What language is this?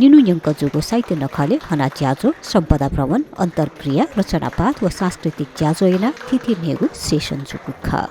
Newari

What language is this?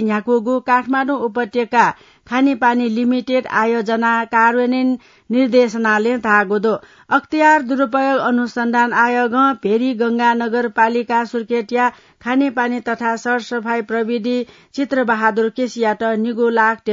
Newari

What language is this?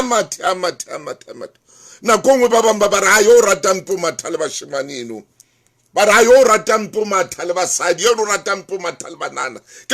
Southern Sotho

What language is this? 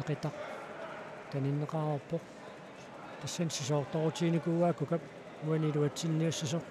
Kalaallisut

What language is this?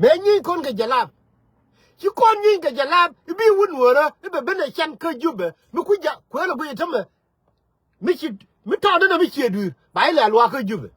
Nuer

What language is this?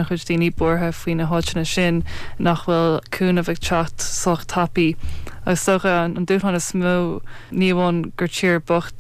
Irish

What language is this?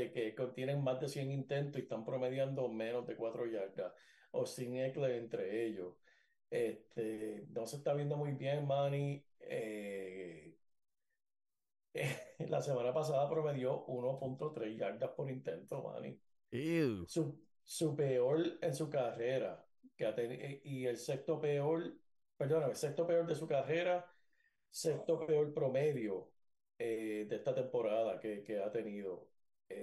Spanish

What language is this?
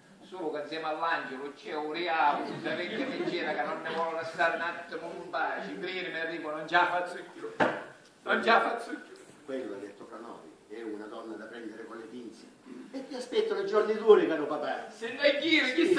Sicilian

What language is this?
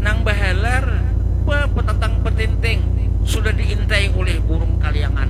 Banjar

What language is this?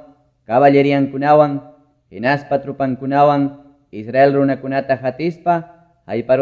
Quechua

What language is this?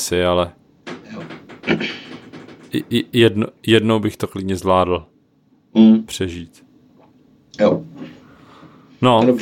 Czech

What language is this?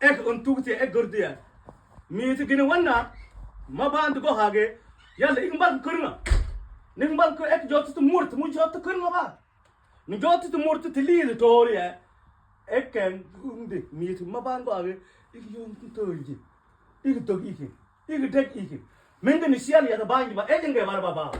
Mabaan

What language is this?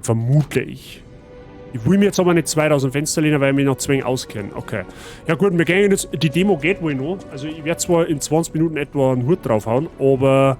Bavarian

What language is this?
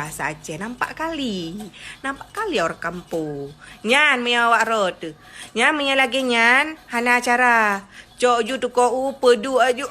Achinese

